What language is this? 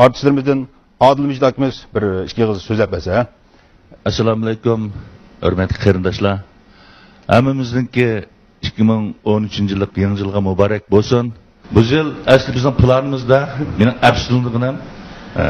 Uyghur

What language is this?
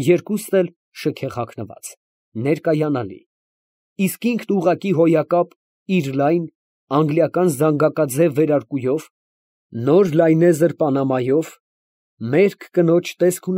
Armenian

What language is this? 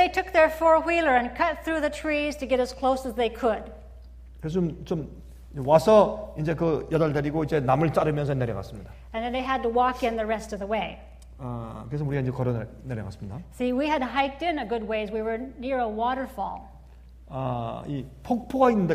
Korean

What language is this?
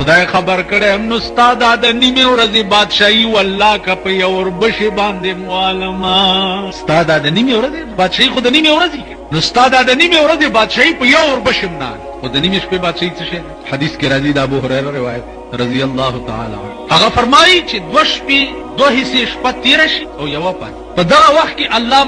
Pashto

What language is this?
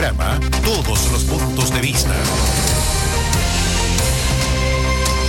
Spanish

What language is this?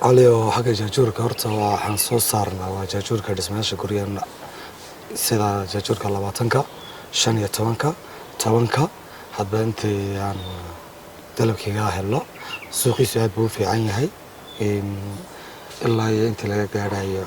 Somali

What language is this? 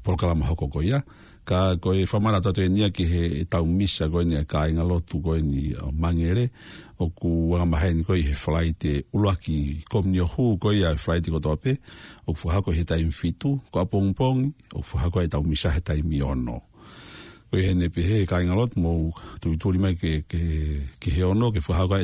Tongan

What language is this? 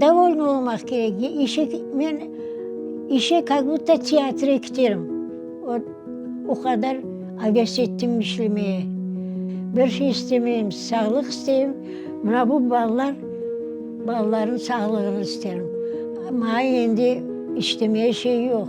Crimean Tatar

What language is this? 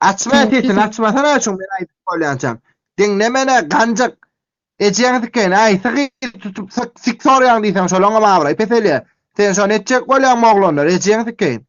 Turkmen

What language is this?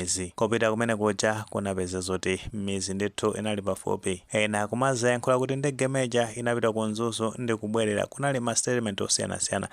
Nyanja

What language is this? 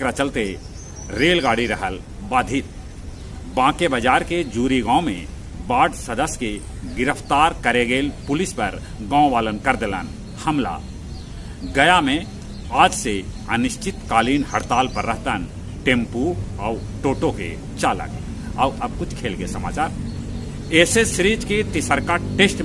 Magahi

